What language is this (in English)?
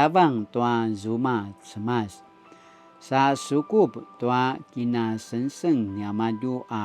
Paiwan